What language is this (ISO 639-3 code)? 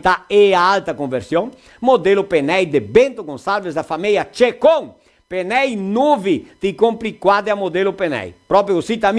vec